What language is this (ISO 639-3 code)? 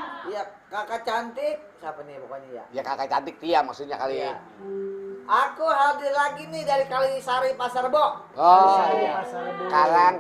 bew